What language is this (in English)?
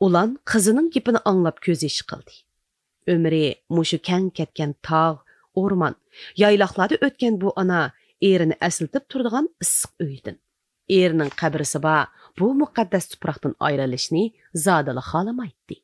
Uyghur